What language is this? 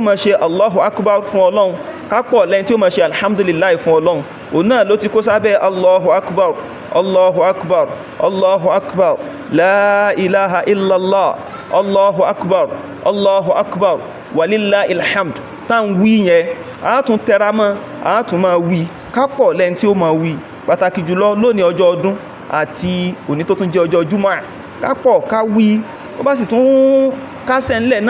Yoruba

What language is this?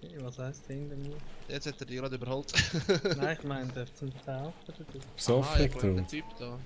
Swiss German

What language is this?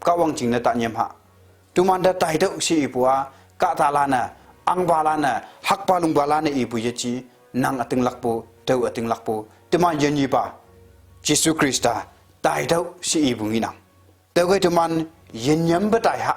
Konyak Naga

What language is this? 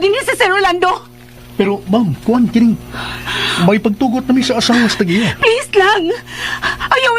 Cebuano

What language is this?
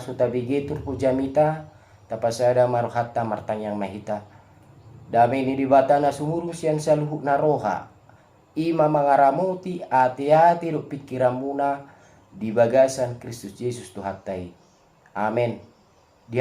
Batak Toba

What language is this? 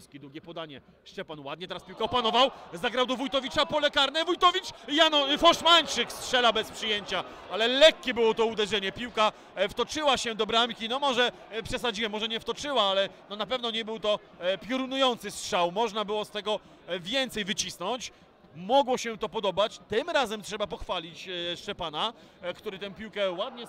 Polish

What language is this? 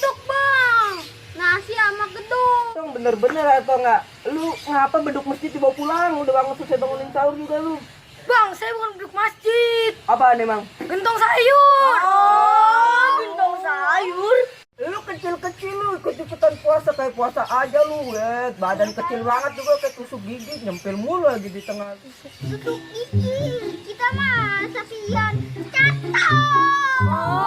Betawi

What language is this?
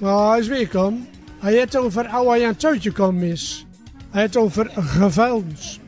Gronings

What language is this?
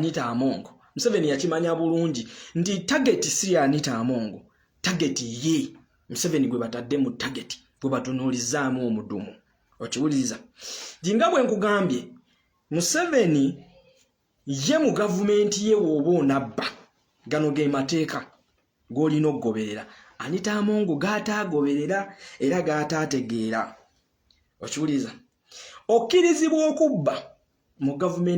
Ganda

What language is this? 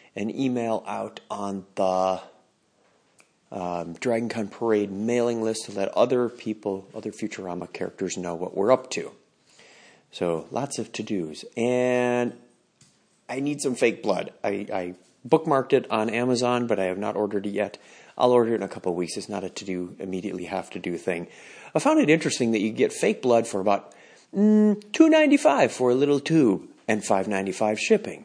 English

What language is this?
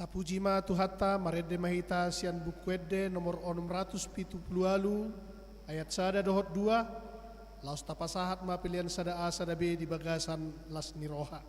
Batak Toba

